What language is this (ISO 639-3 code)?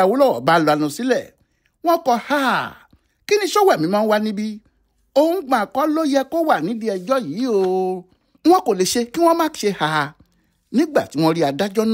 yor